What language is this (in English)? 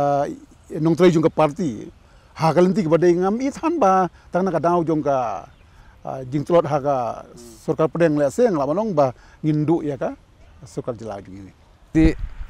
Khasi